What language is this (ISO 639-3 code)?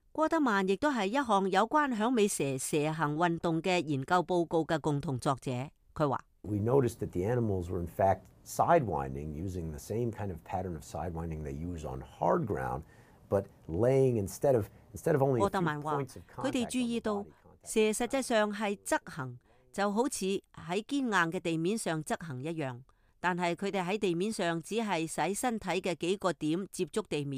yue